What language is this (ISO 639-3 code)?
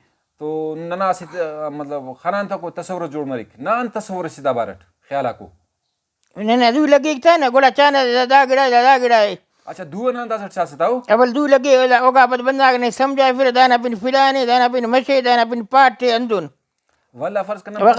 brh